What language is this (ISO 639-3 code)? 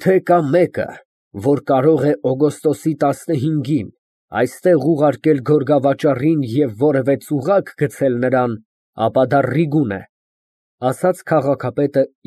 hye